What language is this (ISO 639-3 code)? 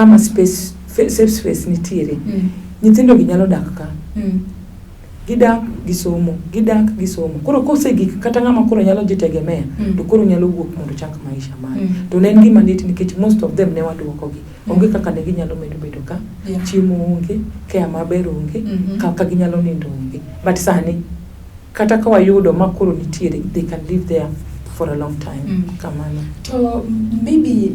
luo